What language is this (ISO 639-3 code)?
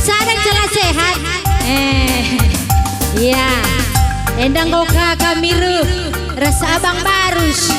btx